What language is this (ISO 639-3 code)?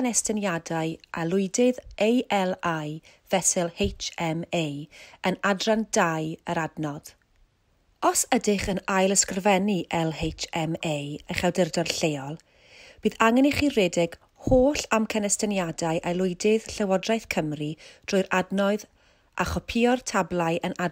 cym